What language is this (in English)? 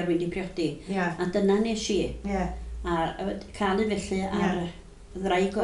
Welsh